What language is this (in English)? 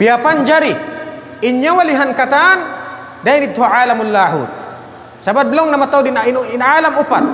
Tausug